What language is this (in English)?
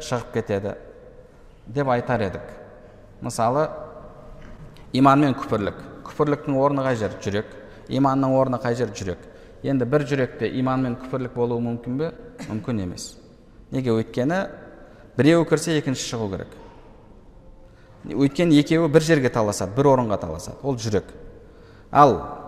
Kazakh